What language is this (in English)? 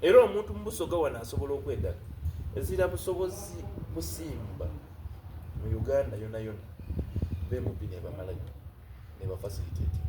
Soga